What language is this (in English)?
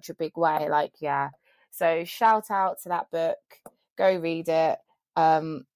English